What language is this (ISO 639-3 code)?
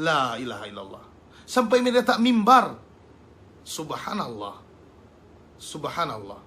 yka